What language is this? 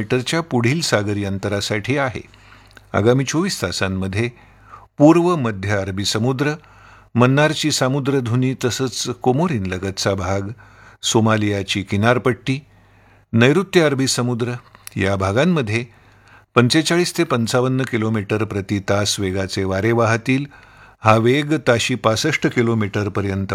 Marathi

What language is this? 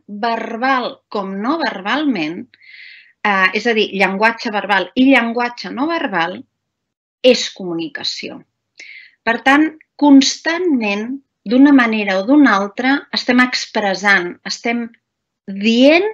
Catalan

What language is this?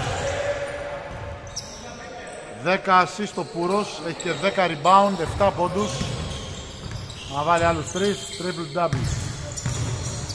Greek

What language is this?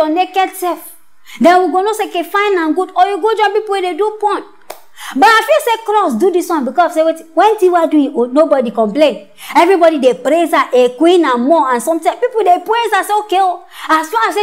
Nigerian Pidgin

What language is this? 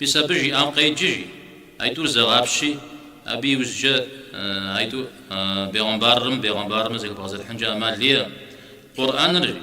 Kabardian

